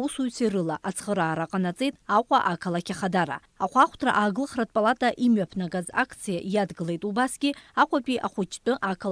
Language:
Abkhazian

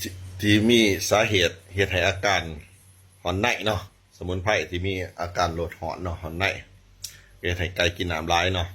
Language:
Lao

